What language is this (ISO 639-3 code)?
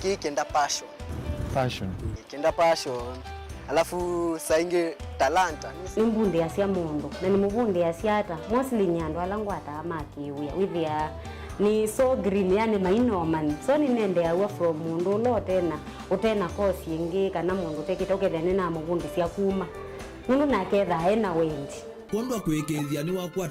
kam